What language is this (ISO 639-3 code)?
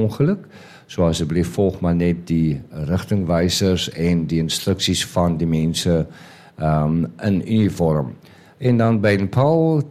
afr